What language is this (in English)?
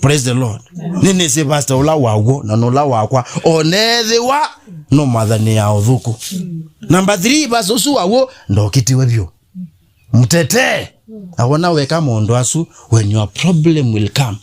Kamba